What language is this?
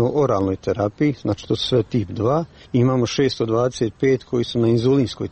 Croatian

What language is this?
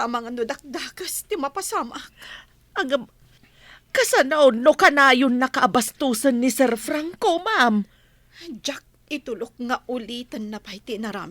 Iloko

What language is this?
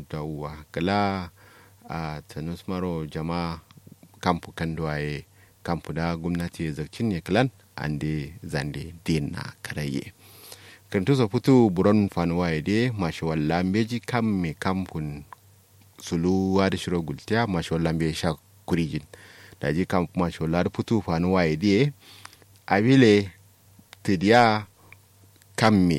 Kanuri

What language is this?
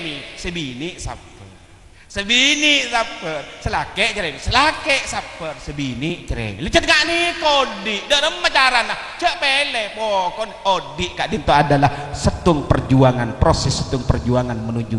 Madurese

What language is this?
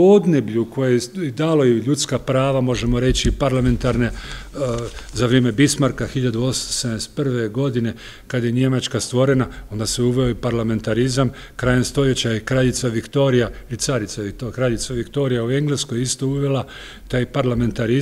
Croatian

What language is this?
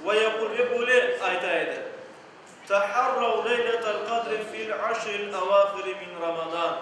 Crimean Tatar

